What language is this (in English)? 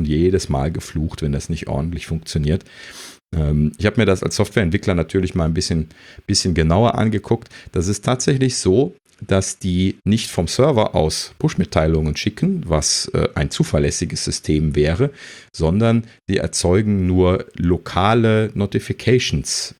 German